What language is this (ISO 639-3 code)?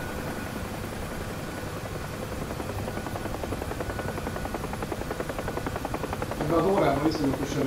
hun